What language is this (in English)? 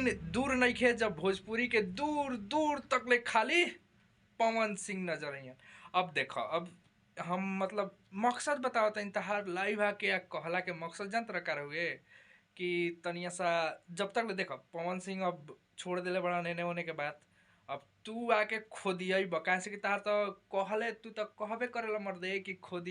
Bhojpuri